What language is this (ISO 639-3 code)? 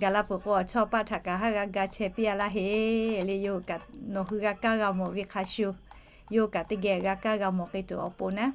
lhu